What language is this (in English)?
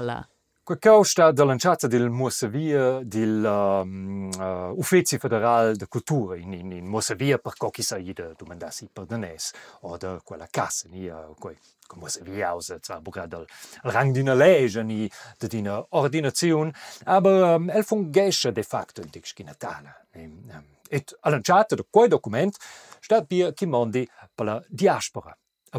Romansh